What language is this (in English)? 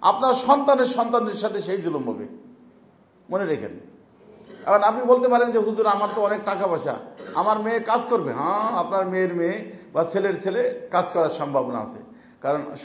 Bangla